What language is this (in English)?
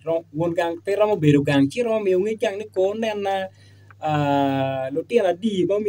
Acoli